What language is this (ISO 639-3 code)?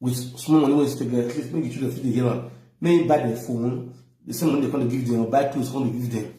pcm